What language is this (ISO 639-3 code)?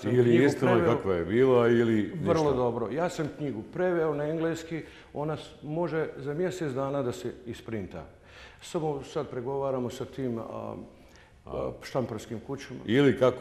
bos